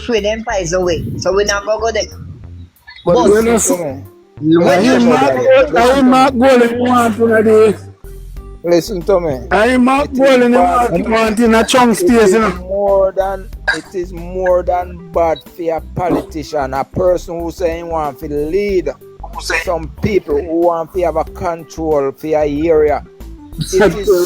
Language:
Jamaican Creole English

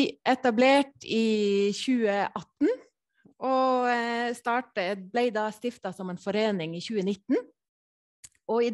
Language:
Norwegian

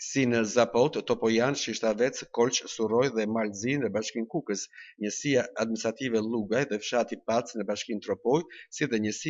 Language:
Albanian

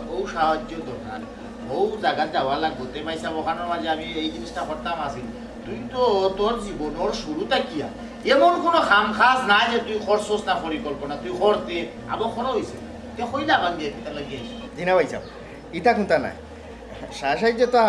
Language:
Sylheti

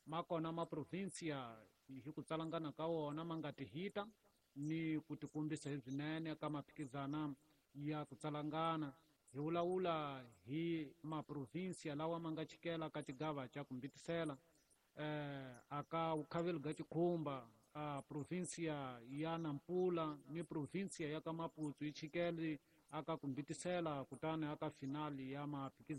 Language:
Tsonga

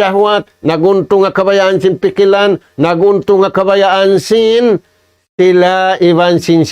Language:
Tausug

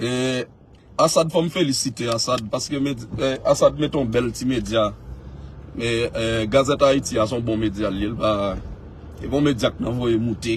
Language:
Haitian Creole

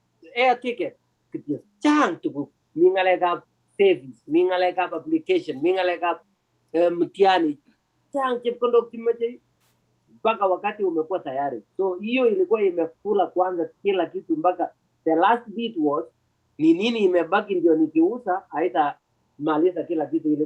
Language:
Kalenjin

